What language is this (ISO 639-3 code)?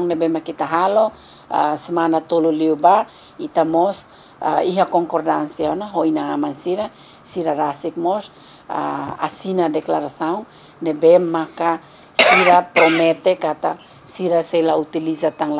tet